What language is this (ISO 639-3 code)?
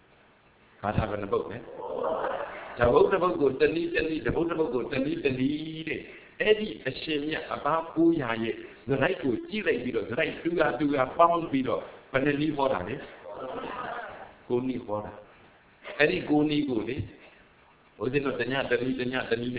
mya